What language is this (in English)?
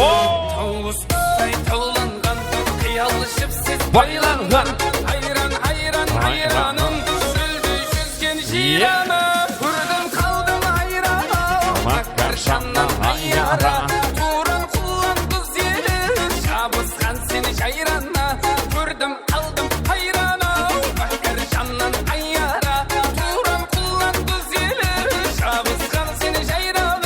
Kara-Kalpak